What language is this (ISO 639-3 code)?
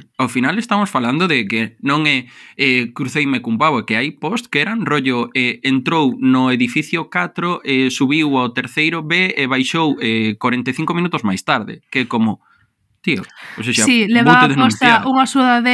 glg